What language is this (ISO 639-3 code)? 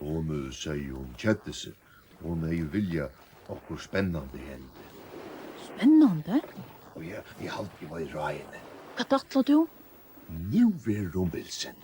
fao